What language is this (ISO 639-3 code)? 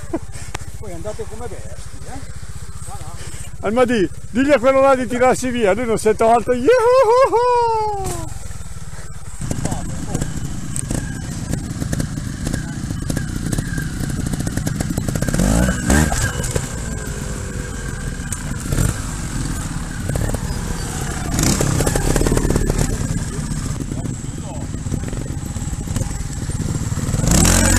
ita